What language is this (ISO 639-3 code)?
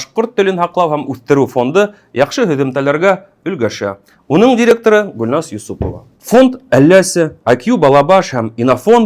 bak